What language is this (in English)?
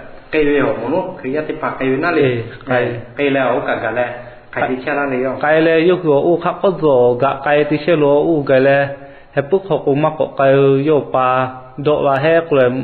Lahu